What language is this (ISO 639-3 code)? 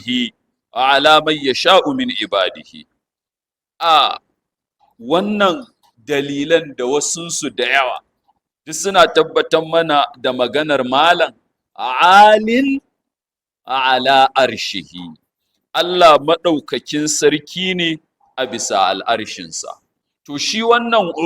hau